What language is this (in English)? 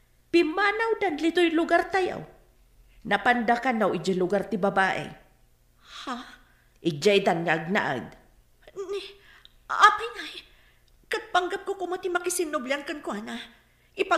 Iloko